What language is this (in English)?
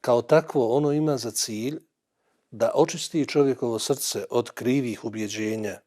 Bosnian